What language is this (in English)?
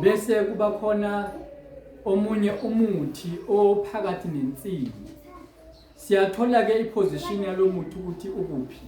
Zulu